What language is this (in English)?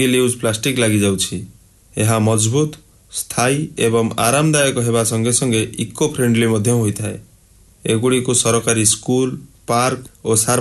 Odia